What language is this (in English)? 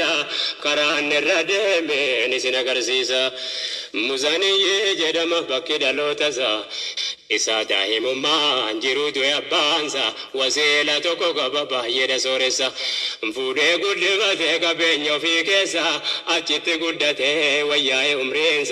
Oromo